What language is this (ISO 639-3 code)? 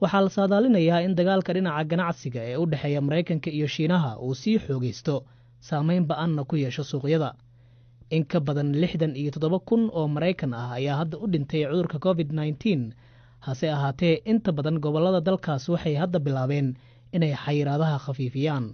som